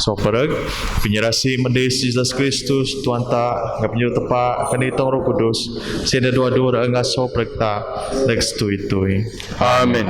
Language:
Biatah Bidayuh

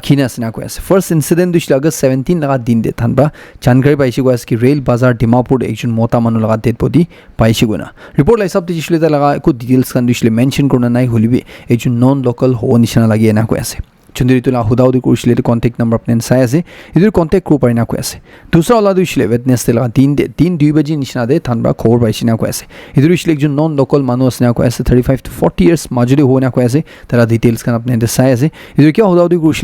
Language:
Naga Pidgin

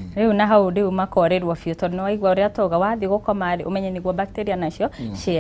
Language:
Kikuyu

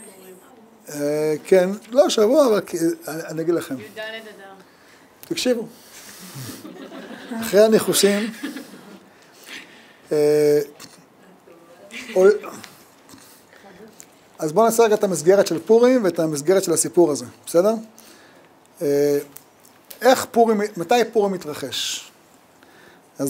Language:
Hebrew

